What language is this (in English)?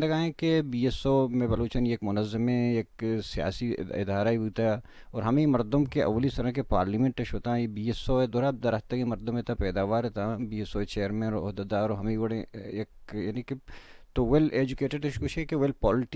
Baluchi